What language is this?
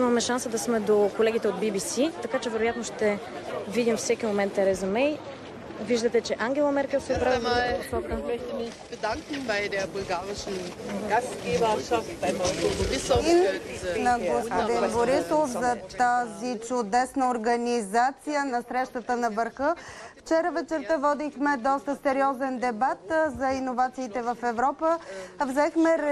Bulgarian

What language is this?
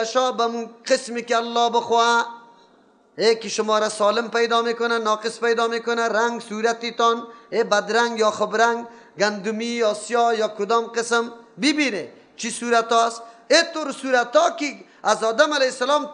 Persian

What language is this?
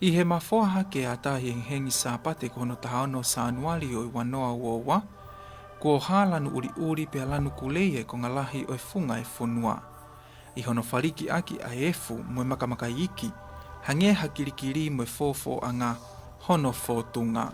Tongan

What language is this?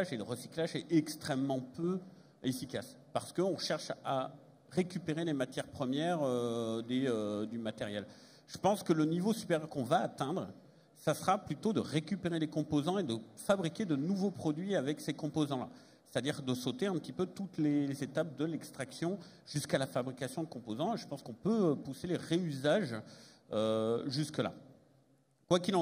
French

